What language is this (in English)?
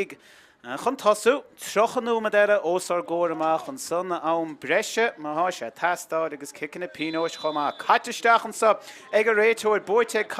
Irish